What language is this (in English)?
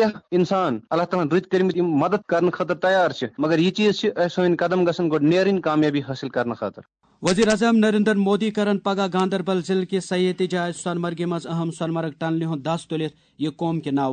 Kashmiri